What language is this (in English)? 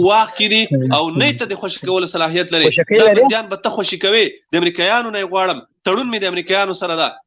Pashto